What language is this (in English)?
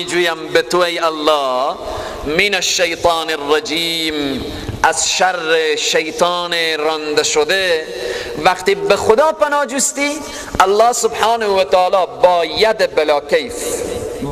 Persian